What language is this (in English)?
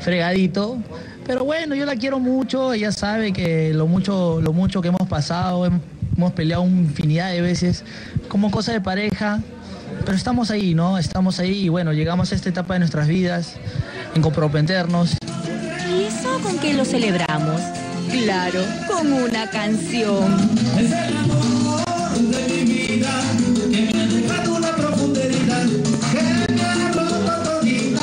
Spanish